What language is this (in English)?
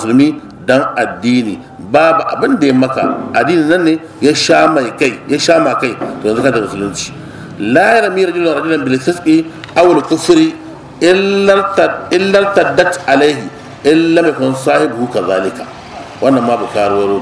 Hausa